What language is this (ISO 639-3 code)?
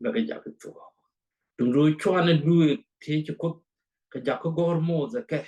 nus